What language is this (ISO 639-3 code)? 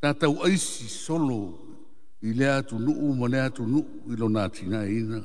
smo